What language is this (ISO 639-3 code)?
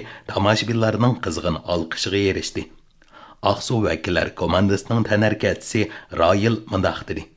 uig